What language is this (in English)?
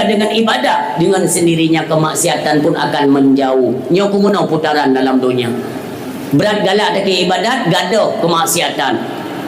Achinese